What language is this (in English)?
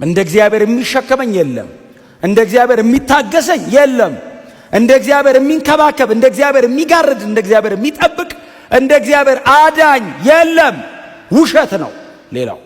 Amharic